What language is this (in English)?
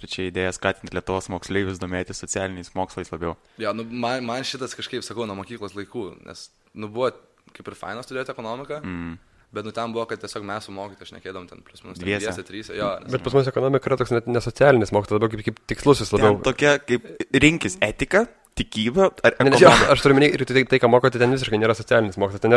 Lithuanian